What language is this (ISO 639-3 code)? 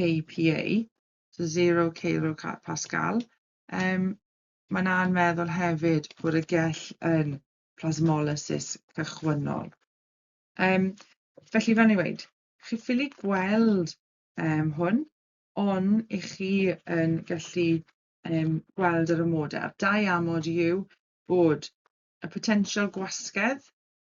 cym